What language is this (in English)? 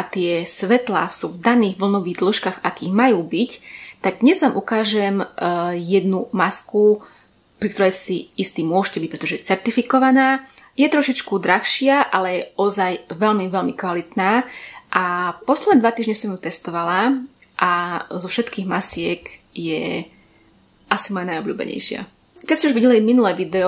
Slovak